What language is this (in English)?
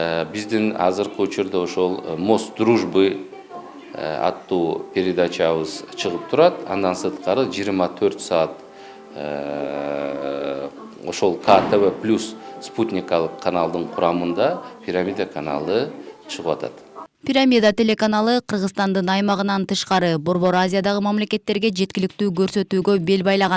Kyrgyz